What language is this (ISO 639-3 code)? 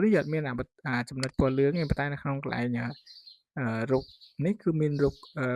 khm